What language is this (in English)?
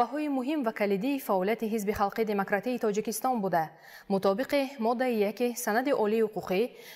Tajik